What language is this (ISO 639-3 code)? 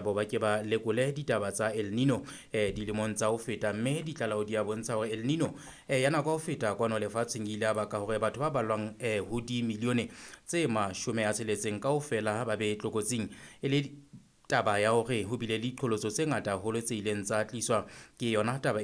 sot